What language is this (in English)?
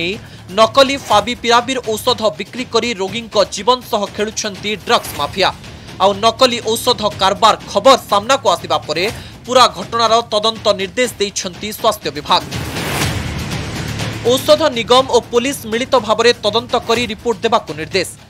Odia